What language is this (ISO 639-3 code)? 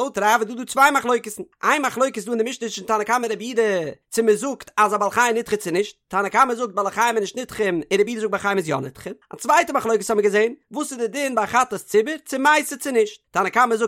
yid